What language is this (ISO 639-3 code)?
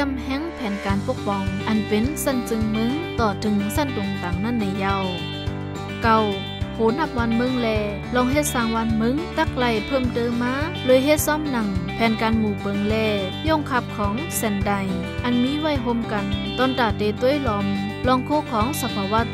shn